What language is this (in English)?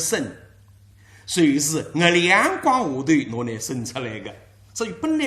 Wu Chinese